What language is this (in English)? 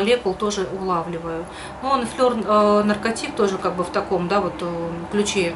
Russian